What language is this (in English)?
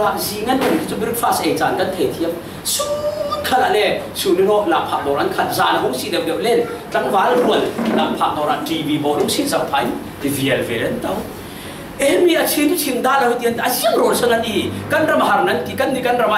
Falam Chin